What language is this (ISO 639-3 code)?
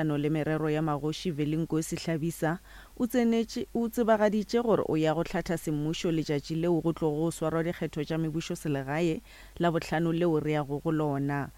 nso